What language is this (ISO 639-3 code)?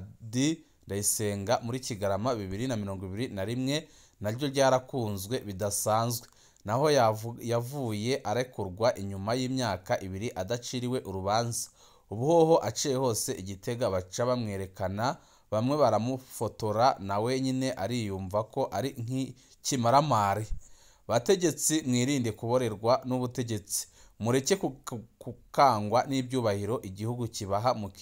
run